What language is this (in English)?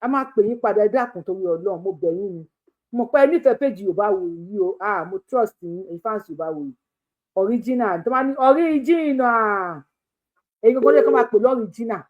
Yoruba